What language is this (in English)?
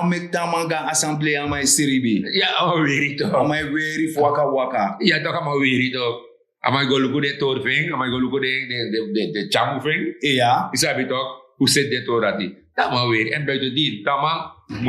Sranan Tongo